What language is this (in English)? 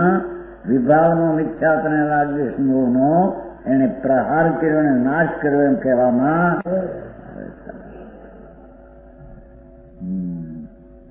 Gujarati